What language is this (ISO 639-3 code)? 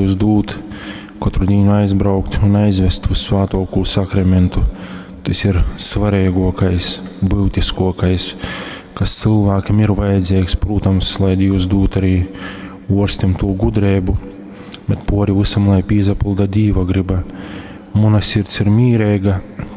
ltg